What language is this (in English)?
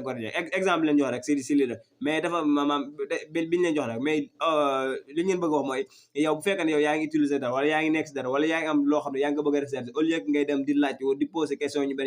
Wolof